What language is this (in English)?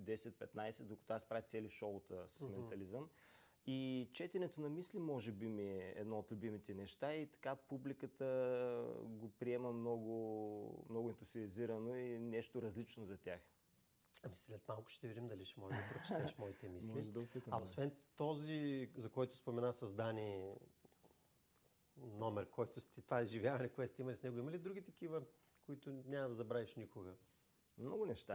Bulgarian